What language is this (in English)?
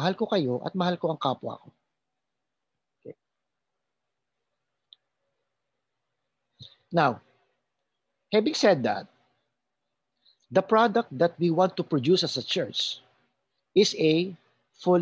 Filipino